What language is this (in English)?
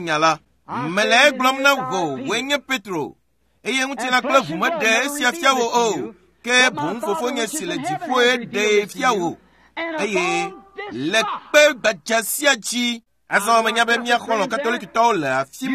Ewe